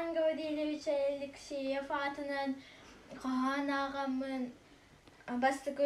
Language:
Yakut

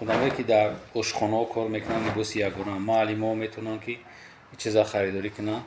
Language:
Tajik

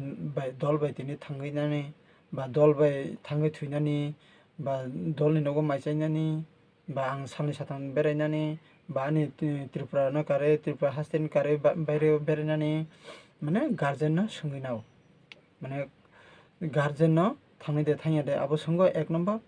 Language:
Kok Borok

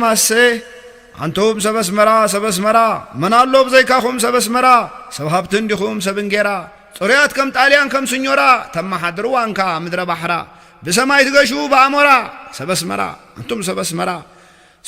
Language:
Tigrinya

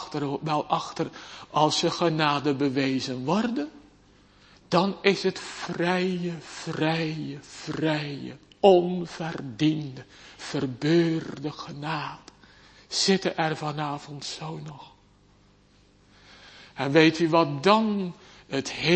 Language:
Dutch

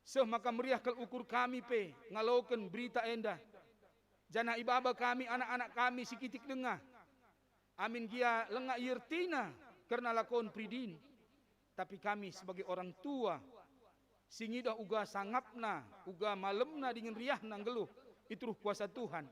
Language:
Batak Karo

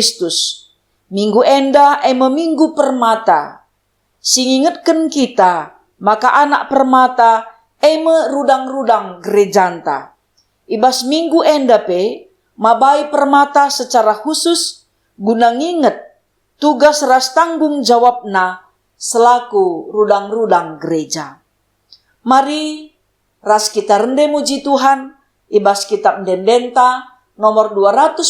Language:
Batak Karo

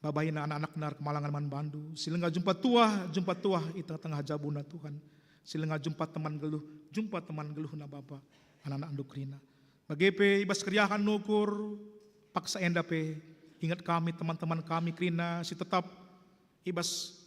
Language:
Batak Karo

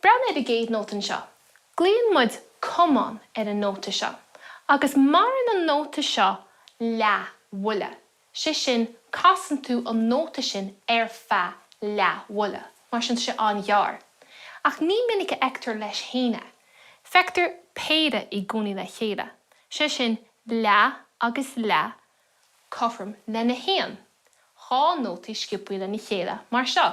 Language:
Irish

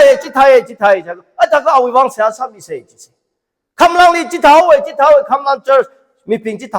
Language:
Tangkhul Naga (India)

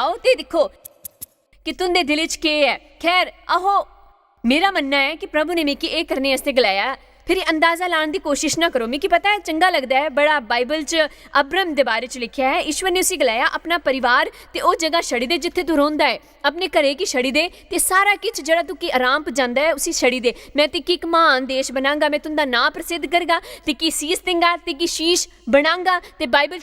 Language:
Dogri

